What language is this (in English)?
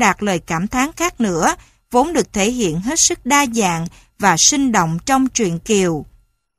Vietnamese